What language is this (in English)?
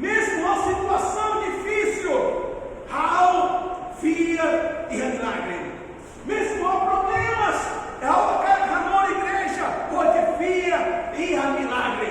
Tetum